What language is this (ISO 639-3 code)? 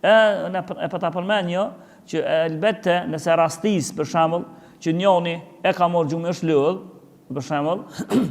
sqi